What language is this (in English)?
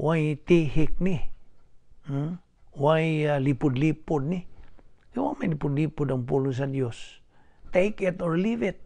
Cebuano